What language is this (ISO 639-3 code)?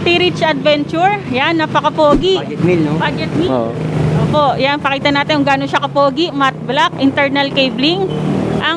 fil